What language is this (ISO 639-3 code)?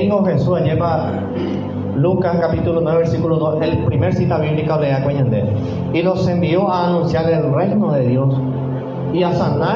grn